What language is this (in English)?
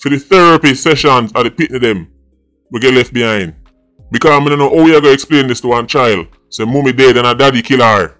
Jamaican Creole English